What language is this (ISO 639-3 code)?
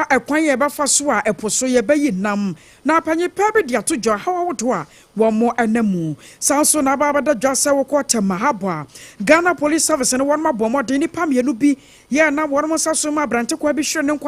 aka